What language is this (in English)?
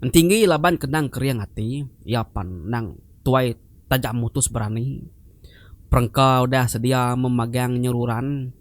Iban